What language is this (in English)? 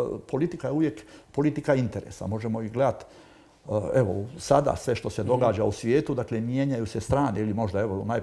Croatian